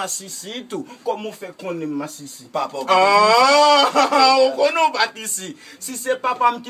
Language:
Haitian Creole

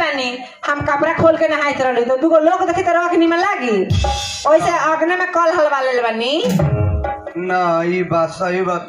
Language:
Bhojpuri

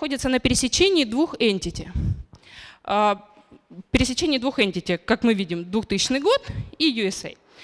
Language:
Russian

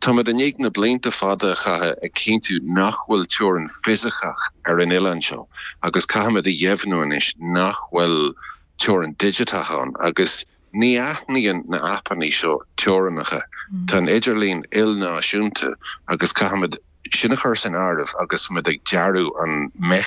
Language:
Irish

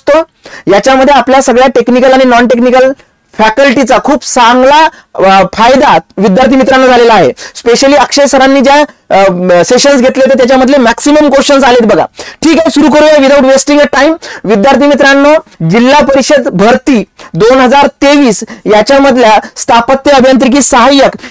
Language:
Marathi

